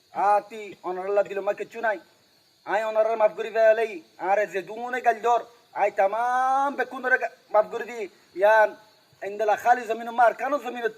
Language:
Rohingya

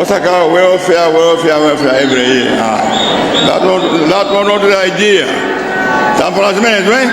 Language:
Nyanja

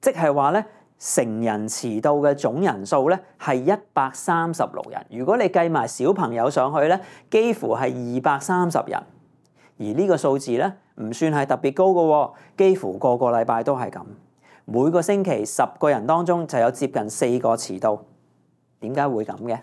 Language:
Cantonese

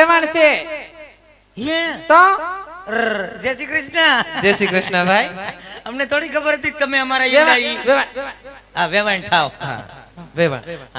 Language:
Gujarati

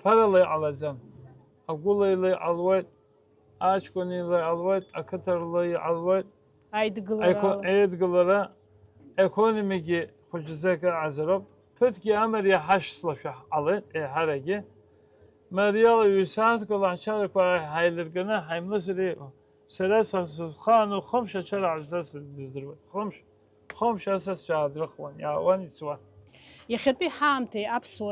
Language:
Abkhazian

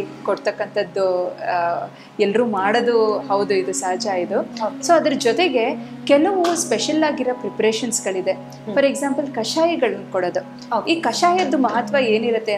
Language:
Kannada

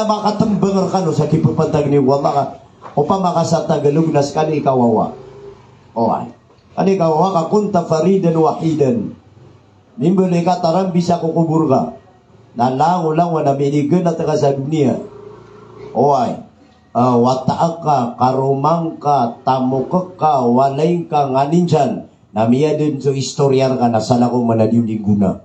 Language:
Maranao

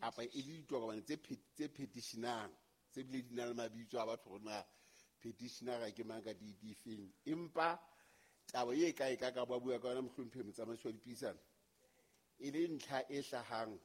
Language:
Southern Sotho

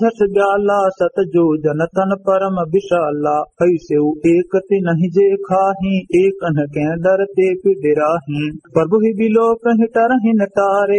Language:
Awadhi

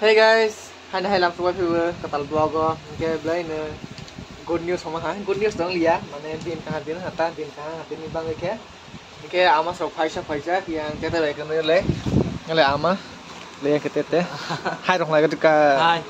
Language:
Kok Borok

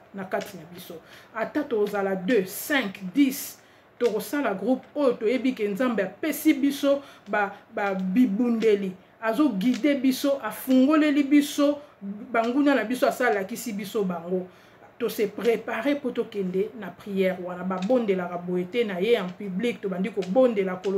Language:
Lingala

